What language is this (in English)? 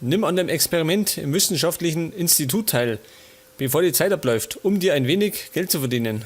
Bavarian